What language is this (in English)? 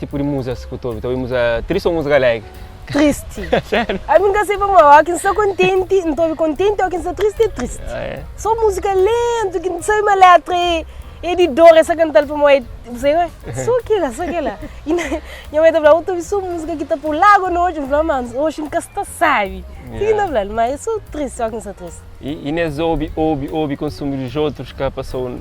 Kabuverdianu